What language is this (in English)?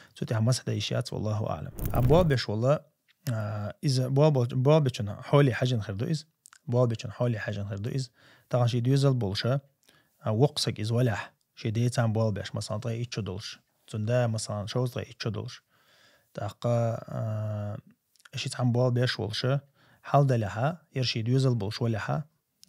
Chechen